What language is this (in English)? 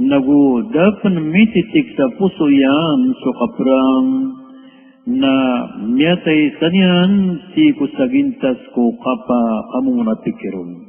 Maranao